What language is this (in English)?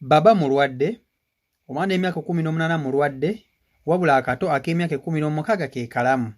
Ganda